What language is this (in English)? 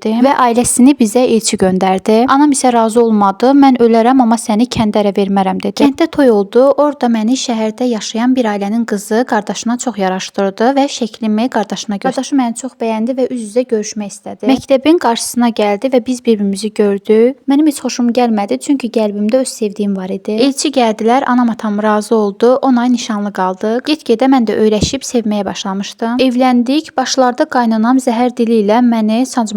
Azerbaijani